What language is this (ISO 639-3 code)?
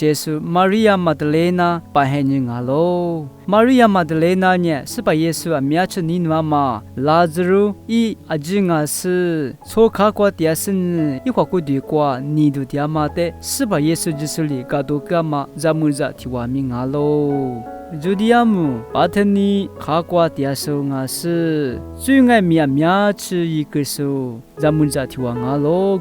lis